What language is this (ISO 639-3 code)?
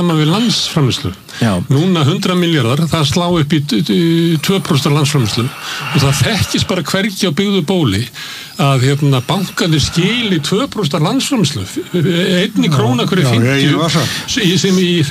isl